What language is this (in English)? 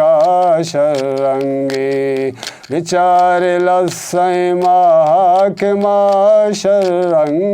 Eastern Balochi